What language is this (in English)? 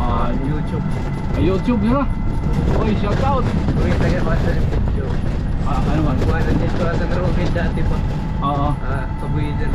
Waray